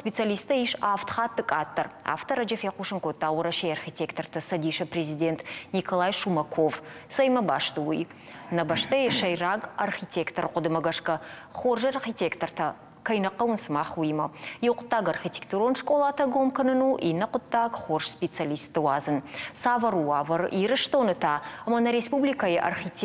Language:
Ossetic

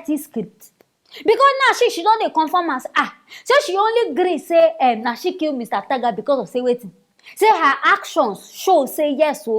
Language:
Nigerian Pidgin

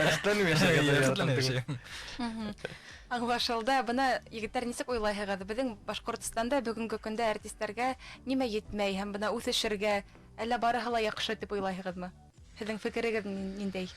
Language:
Bashkir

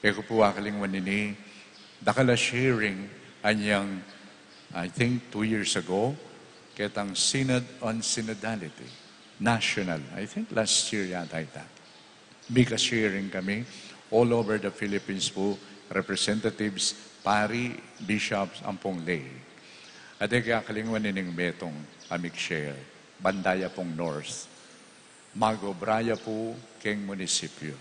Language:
Pampanga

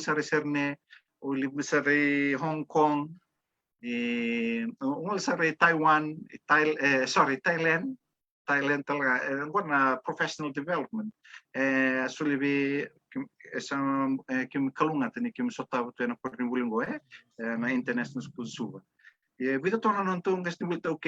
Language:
Fijian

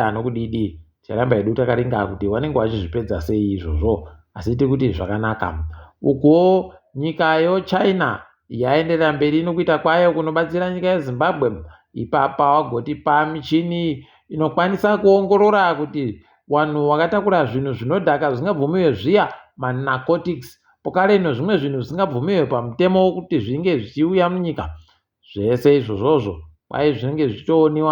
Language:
Ndau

